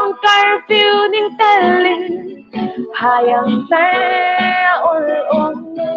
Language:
Hmar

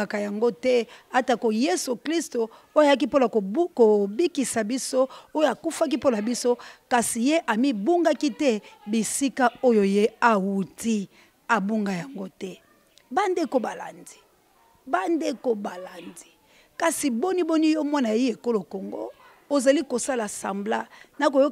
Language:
Lingala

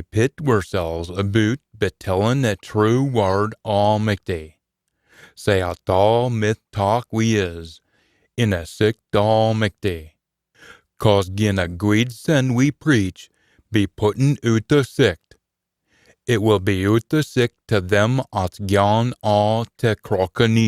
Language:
Scots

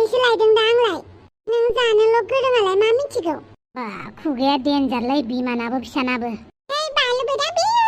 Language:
Bodo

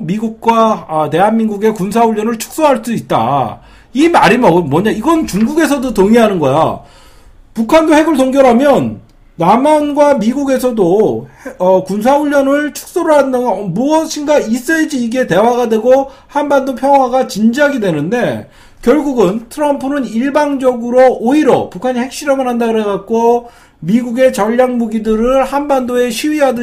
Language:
Korean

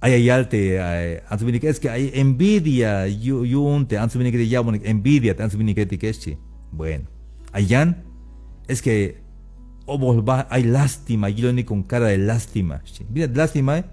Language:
Tzeltal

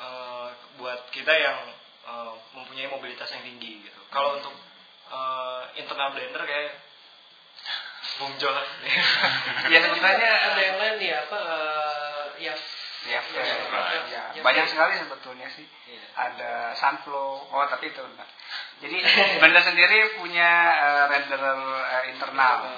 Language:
Indonesian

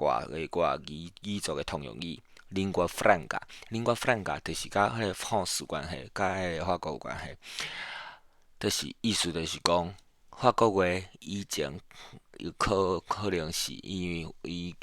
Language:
Min Nan Chinese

